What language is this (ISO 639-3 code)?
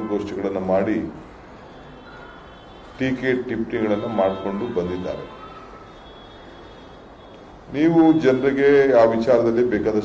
kan